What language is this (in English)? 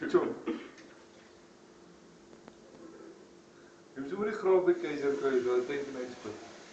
Afrikaans